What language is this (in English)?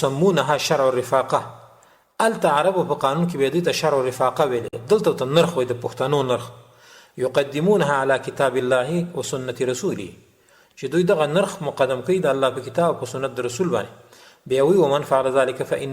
Pashto